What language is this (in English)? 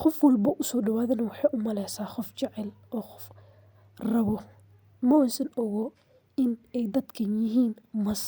Somali